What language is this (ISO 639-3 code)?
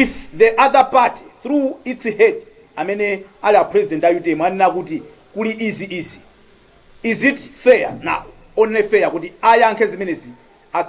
nya